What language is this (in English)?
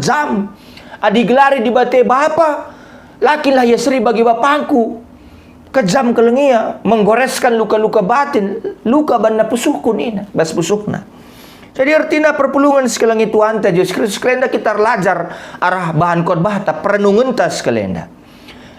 Batak Karo